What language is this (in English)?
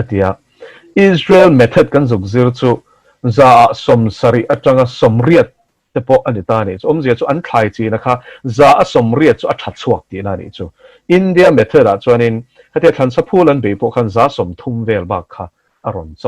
Mizo